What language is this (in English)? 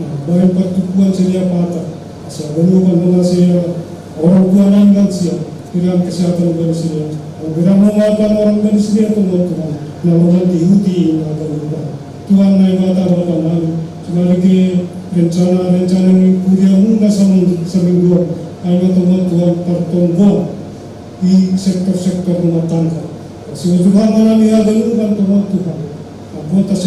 Batak Simalungun